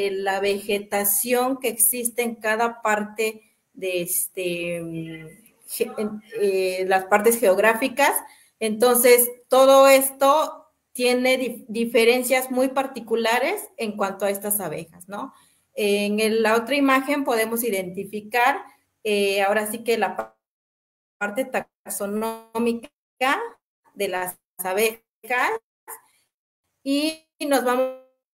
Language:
Spanish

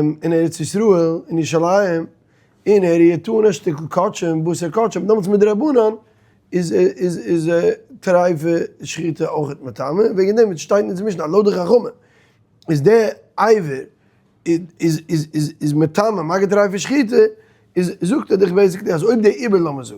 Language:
Yiddish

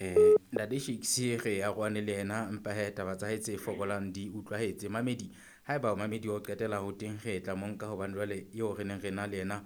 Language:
Southern Sotho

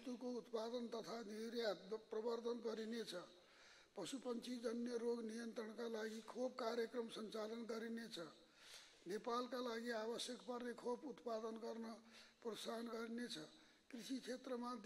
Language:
Nepali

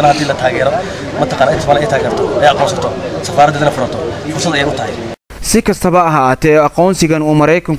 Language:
Somali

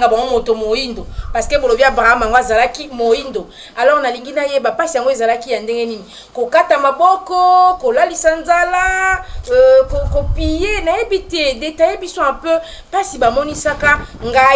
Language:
Lingala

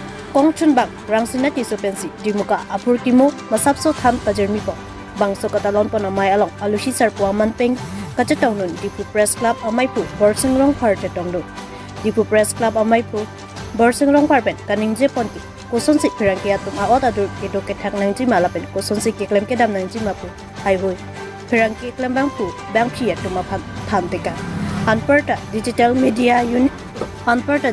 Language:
Karbi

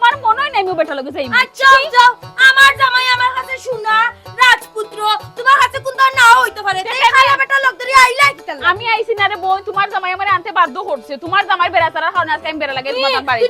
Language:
Sylheti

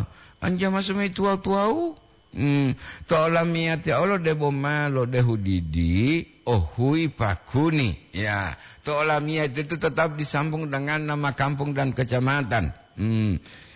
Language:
Gorontalo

